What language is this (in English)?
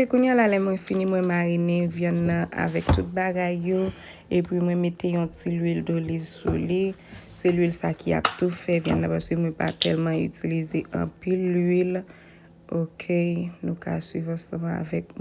Haitian Creole